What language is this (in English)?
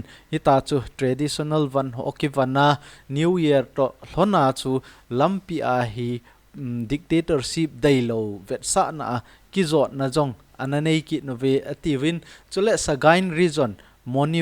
Thado Chin